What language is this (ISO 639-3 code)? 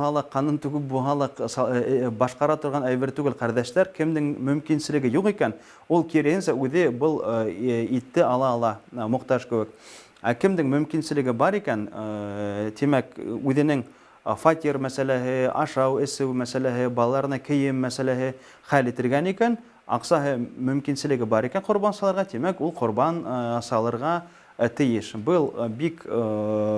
bak